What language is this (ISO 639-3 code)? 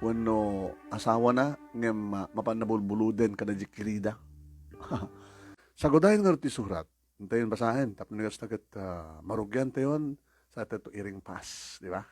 ilo